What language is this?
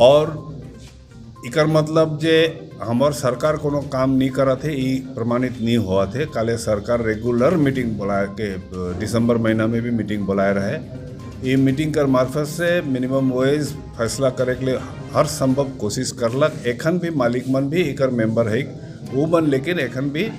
Sadri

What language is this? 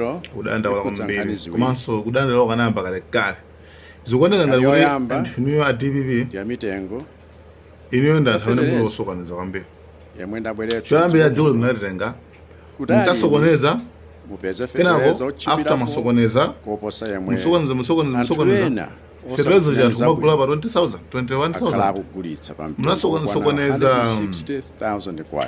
Nyanja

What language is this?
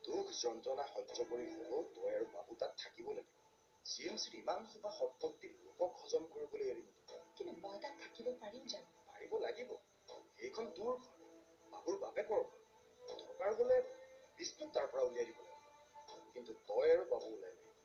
Assamese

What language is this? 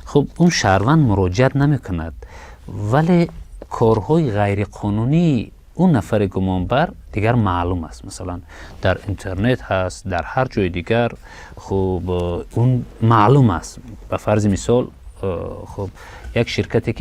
Tajik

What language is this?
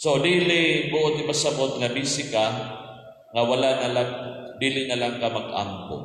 Cebuano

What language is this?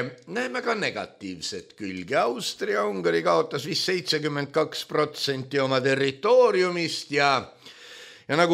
Estonian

